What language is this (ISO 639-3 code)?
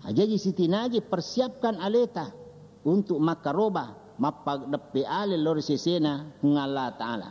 bug